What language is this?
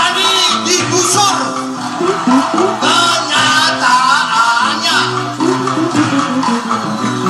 Malay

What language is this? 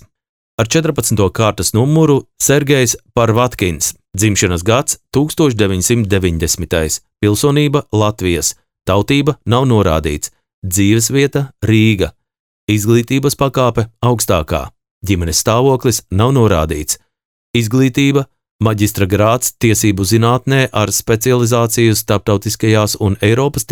Latvian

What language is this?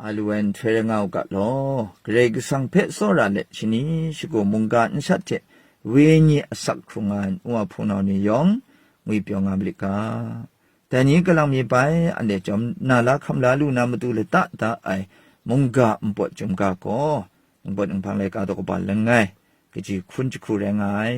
Kachin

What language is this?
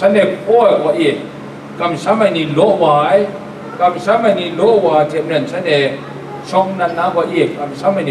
Kachin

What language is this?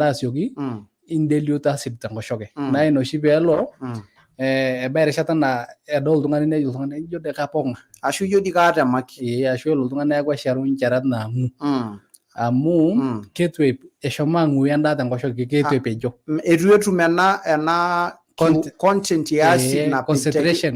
Masai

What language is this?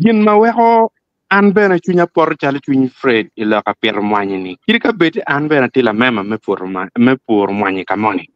Acoli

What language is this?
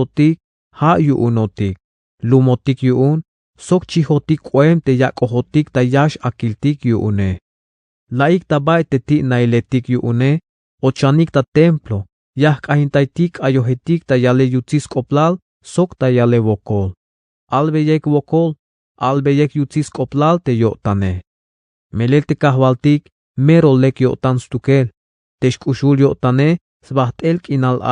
Tzeltal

